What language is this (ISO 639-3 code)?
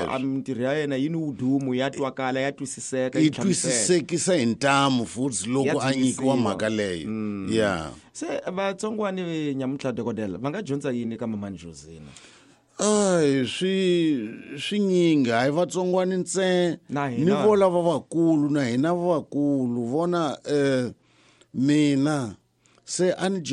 tso